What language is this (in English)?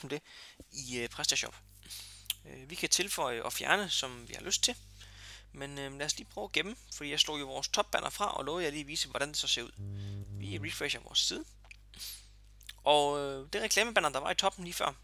Danish